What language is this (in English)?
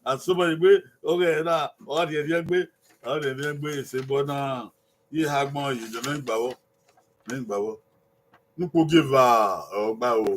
Bini